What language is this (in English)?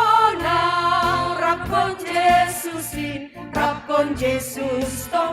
Batak Simalungun